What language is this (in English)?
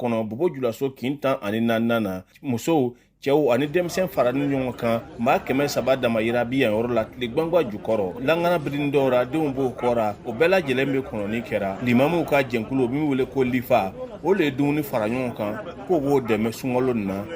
Bambara